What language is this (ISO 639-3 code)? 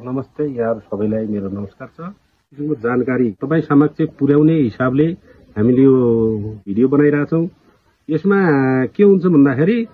nep